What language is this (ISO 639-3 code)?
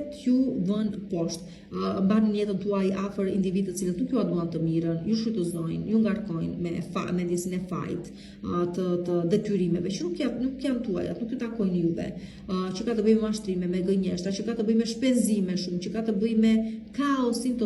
sqi